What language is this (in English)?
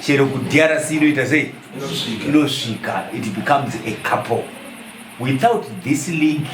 Shona